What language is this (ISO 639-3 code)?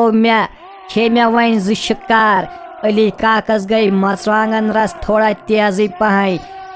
kas